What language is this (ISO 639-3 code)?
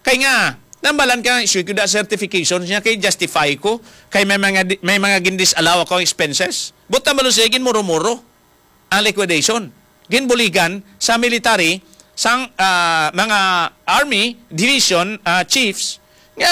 hil